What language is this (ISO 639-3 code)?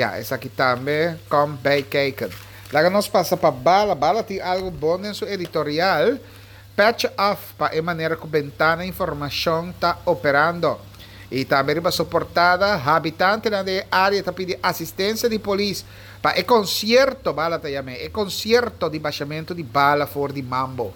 pap